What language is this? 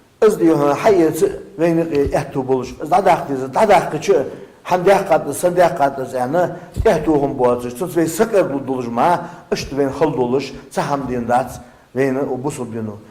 Ingush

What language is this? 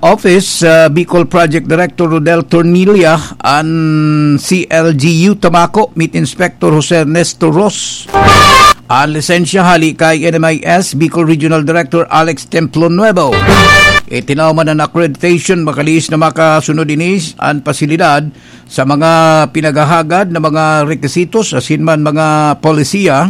Bikol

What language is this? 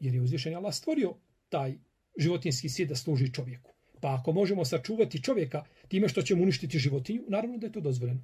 Bosnian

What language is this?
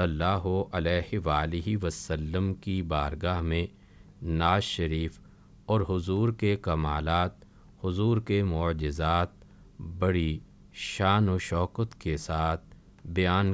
Urdu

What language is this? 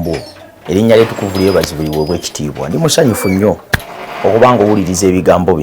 Ganda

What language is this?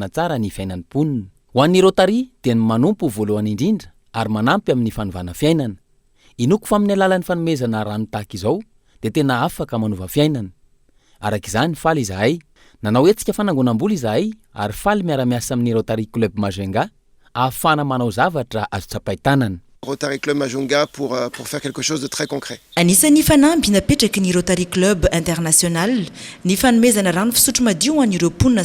Malagasy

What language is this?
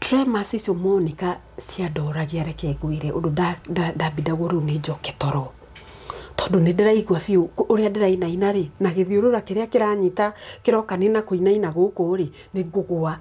Kikuyu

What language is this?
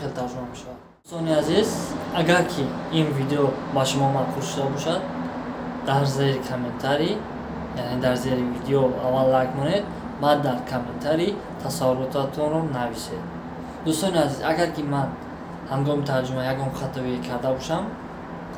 Tajik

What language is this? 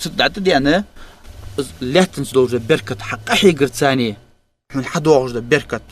Ingush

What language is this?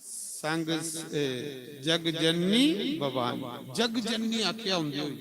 Dogri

